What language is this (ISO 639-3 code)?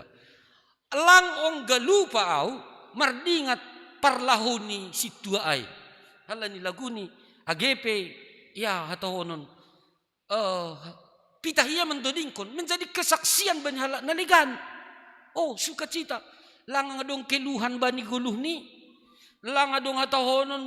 bts